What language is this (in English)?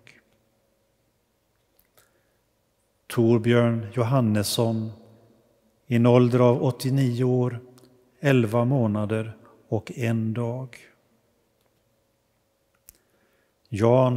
Swedish